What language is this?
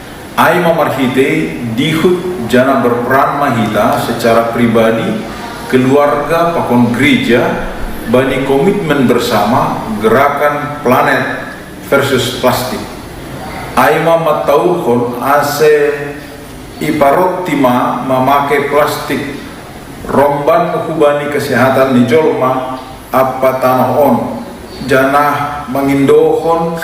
Batak Simalungun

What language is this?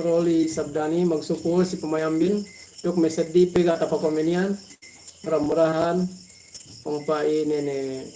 Yakan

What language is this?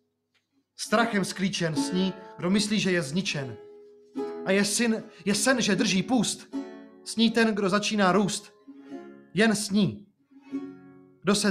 Czech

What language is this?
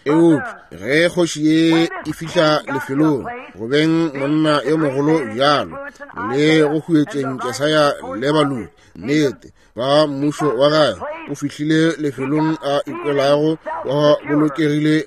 Northern Sotho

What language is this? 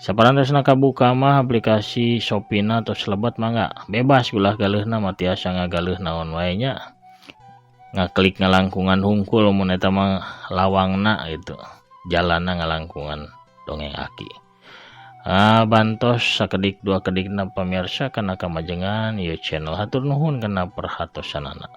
Sundanese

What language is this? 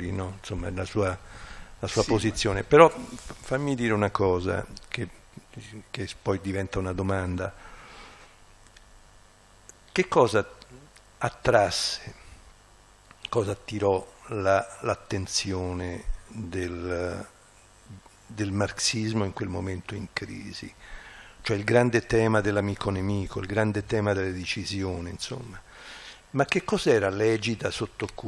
Italian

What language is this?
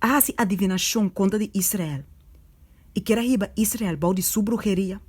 Papiamento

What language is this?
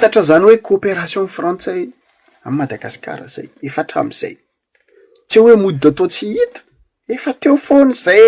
Malagasy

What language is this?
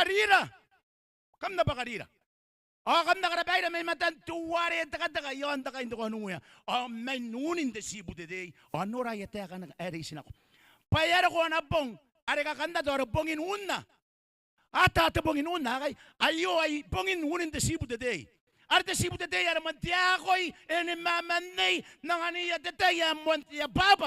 Gilbertese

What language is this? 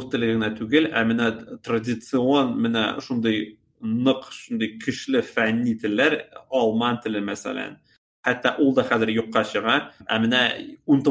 Tatar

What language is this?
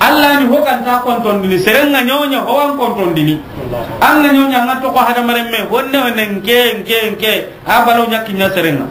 Soninke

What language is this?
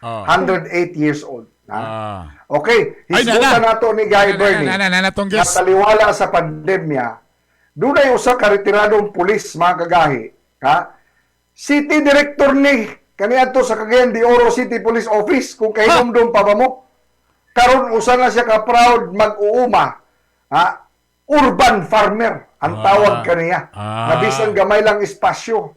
Cebuano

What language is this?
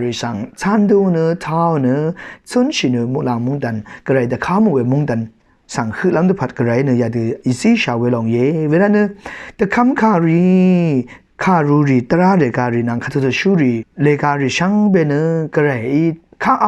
Rawang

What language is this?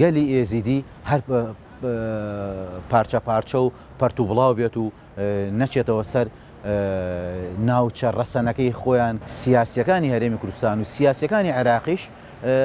Central Kurdish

